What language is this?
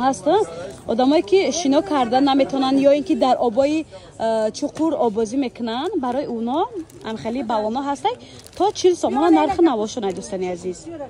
Tajik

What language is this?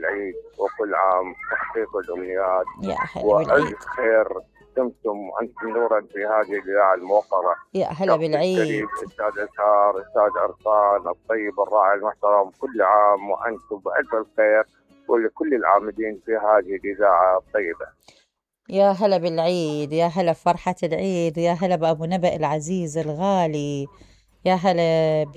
Mesopotamian Arabic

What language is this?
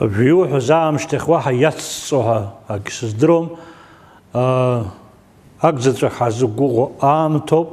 Abkhazian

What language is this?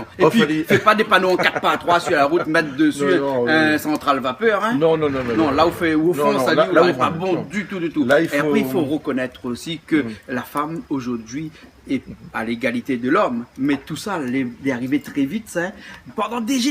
Réunion Creole French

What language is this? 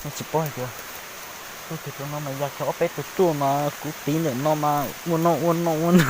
Hmong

